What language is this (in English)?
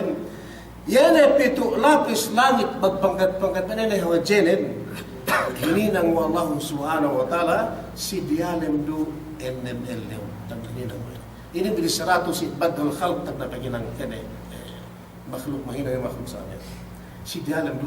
Yakan